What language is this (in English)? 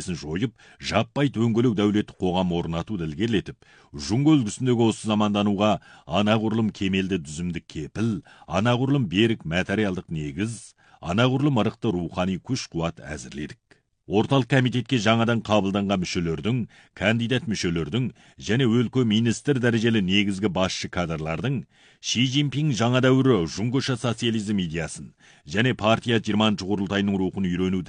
Kazakh